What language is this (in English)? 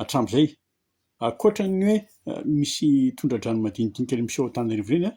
Malagasy